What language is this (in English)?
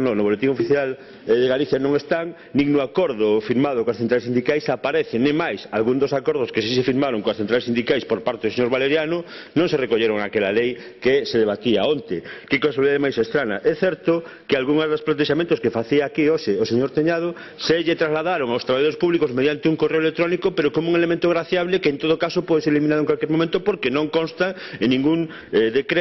Galician